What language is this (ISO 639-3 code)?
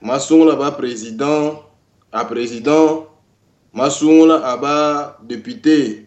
lua